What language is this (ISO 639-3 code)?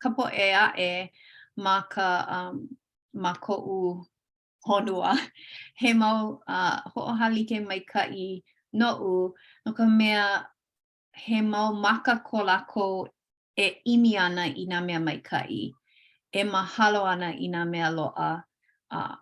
haw